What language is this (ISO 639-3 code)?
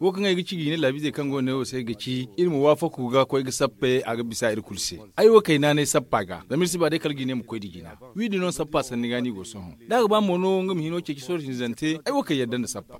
dje